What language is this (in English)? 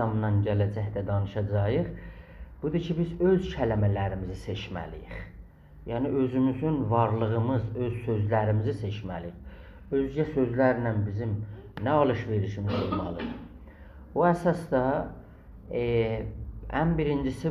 South Azerbaijani